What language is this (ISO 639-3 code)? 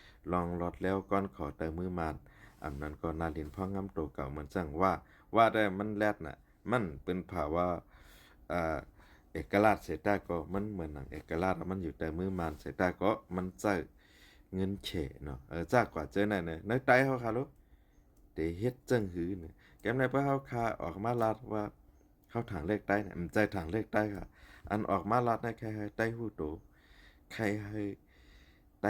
shn